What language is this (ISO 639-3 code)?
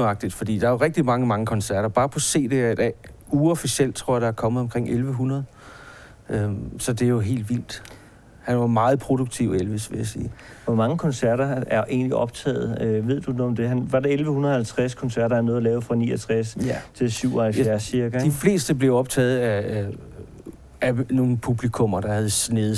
dan